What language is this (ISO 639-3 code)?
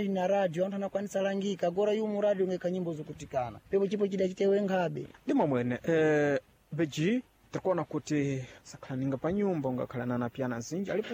seh